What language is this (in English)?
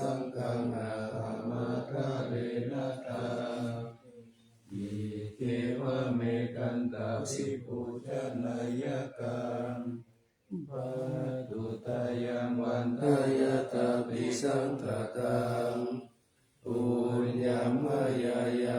Pali